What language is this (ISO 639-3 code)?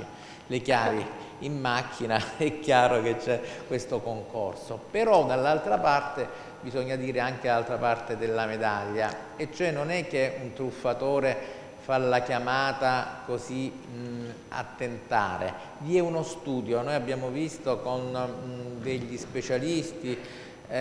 ita